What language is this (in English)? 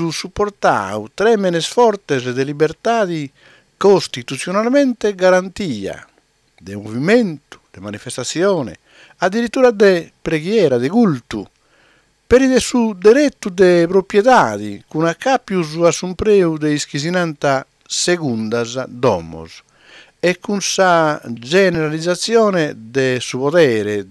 Sardinian